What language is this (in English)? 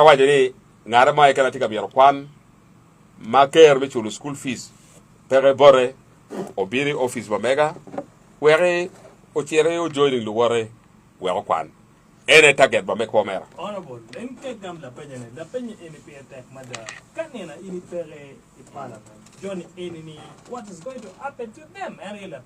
Acoli